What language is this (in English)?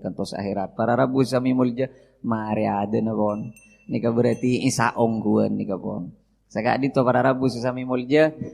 Madurese